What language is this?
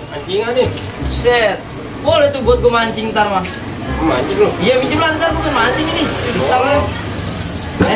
Betawi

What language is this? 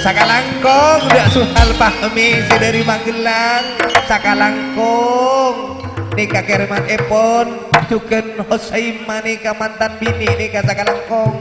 Madurese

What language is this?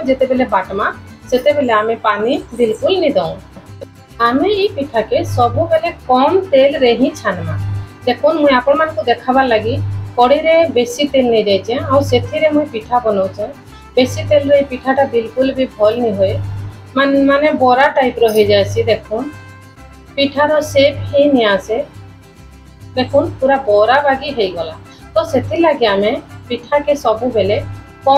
Sambalpuri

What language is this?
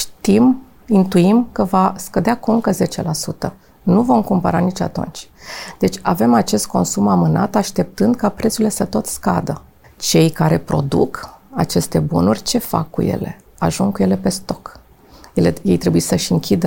Romanian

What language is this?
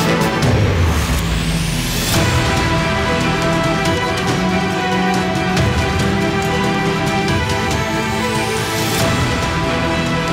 Telugu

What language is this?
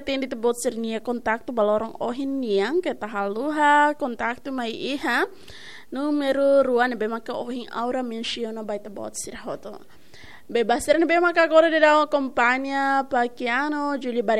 Tetum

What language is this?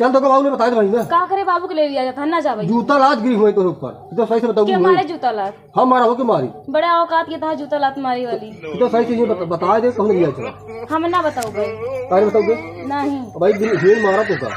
Awadhi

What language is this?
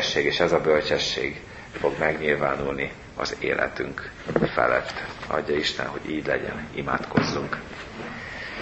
Hungarian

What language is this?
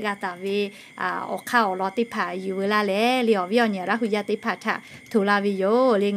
Lahu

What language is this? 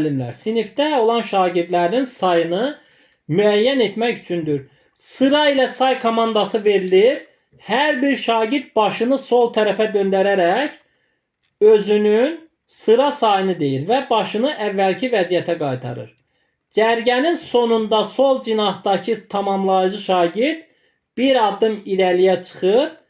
Azerbaijani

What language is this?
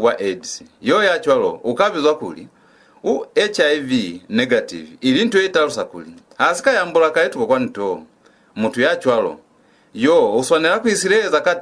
Lozi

